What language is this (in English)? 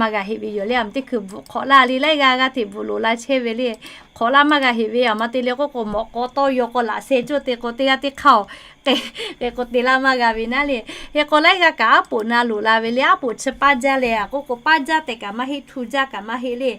Lahu